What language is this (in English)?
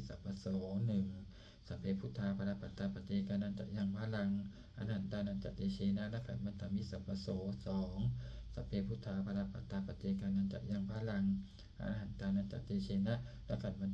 Pali